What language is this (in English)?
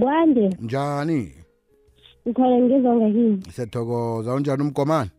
South Ndebele